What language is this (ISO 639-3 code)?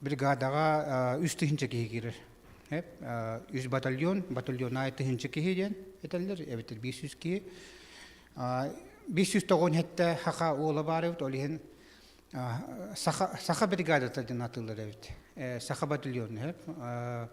sah